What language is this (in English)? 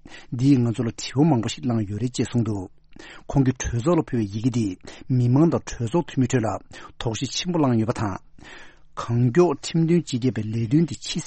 Tibetan